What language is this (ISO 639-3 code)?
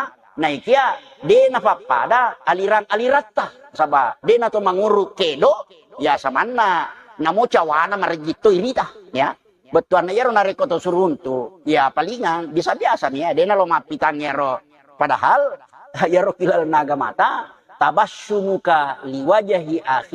bug